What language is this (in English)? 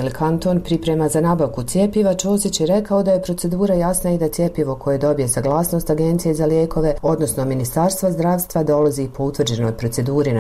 Bosnian